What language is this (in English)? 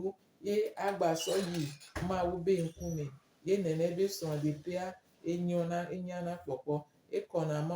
Gen